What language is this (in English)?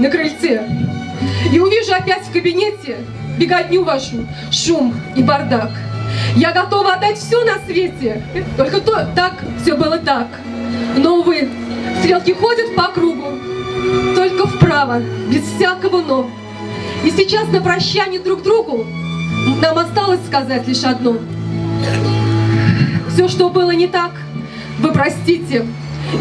Russian